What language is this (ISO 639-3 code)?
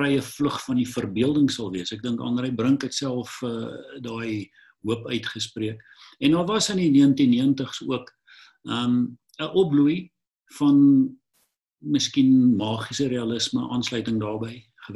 afr